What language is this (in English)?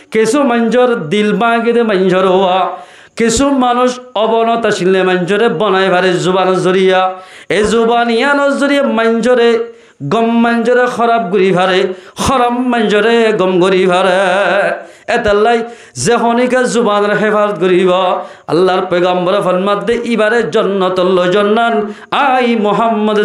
Rohingya